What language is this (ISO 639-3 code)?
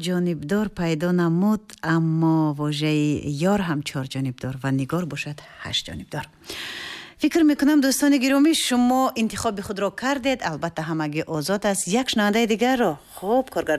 tgk